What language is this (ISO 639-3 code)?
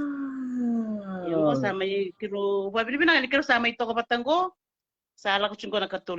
fij